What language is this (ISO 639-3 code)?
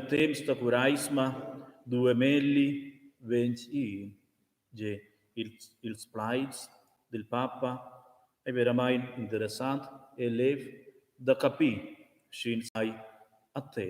roh